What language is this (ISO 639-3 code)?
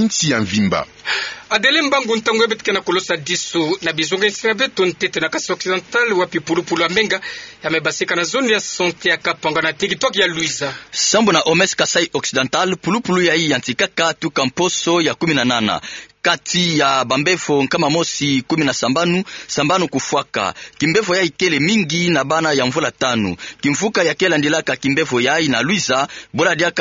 ktu